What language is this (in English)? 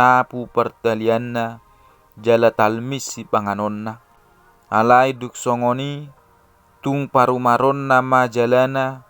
Batak Toba